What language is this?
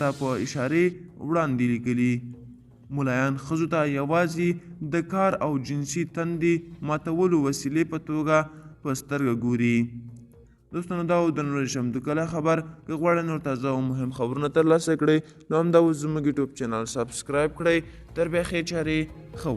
Pashto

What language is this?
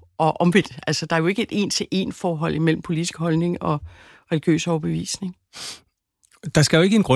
Danish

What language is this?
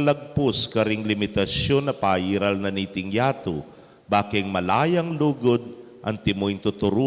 Pampanga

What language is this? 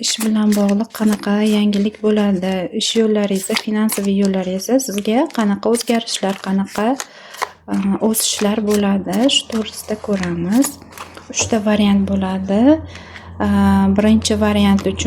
Uzbek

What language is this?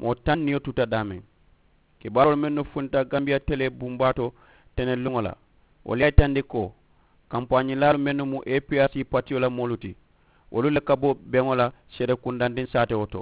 Mandingo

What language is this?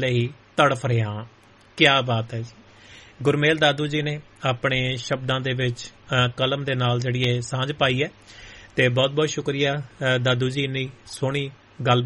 Punjabi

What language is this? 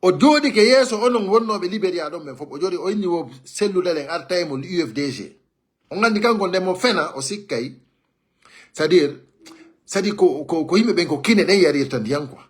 Fula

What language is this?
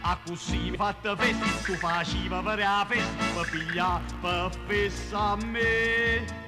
Neapolitan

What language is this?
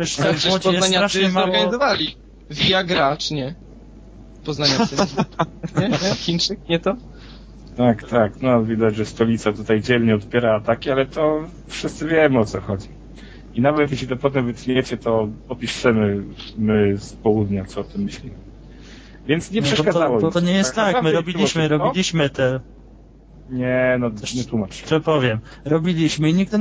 Polish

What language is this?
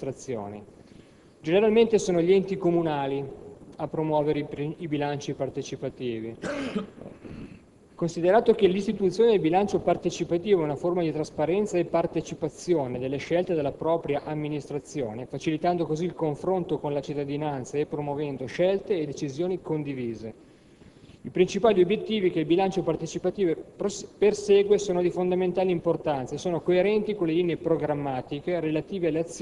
Italian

